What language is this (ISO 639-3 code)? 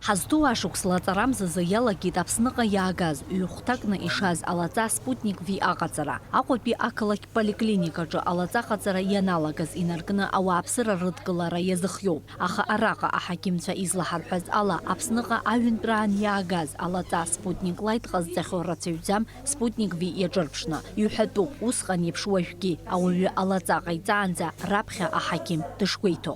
abk